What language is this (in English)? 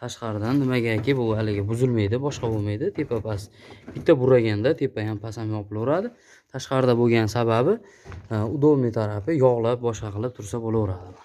Uzbek